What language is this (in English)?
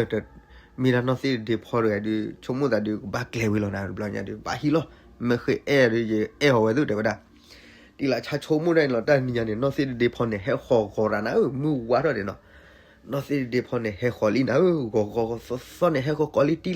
S'gaw Karen